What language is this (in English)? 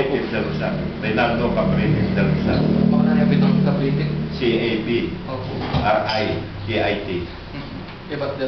Pampanga